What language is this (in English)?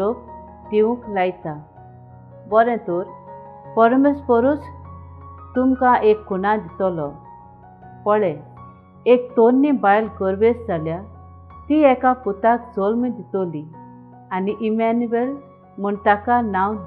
Konkani